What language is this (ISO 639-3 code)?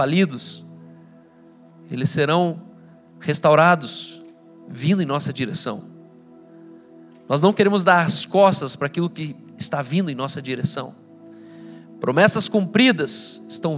por